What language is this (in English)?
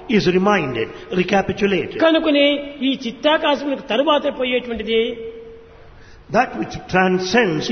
Telugu